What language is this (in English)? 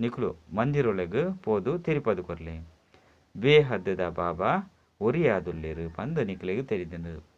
Tulu